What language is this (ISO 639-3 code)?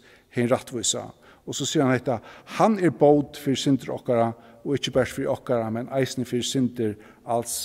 fao